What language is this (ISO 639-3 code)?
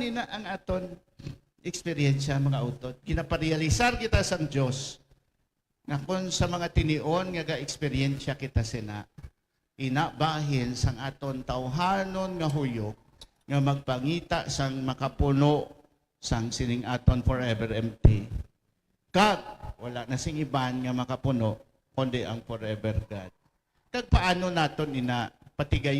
hil